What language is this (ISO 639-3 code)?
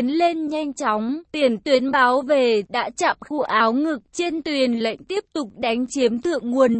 vie